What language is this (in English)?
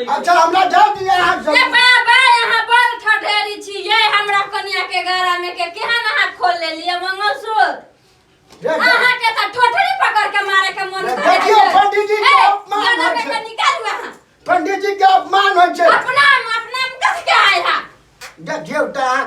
Maithili